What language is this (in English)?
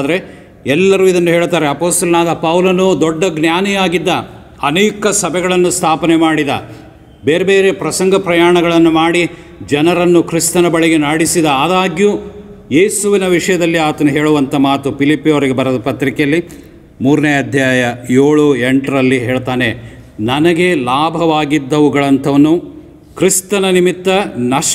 Kannada